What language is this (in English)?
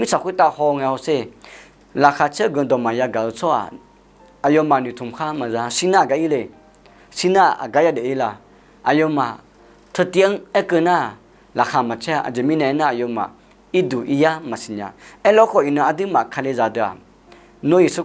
Akha